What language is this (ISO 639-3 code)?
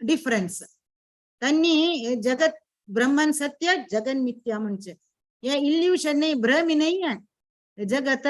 kok